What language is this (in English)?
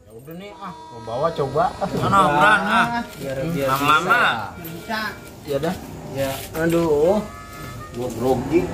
Betawi